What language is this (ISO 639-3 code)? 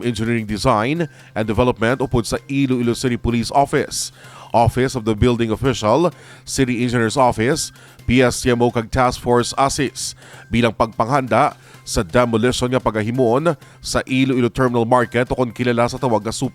hil